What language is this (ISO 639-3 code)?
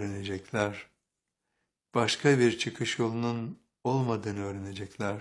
tur